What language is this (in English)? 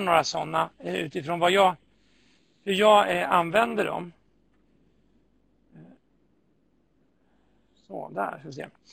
Swedish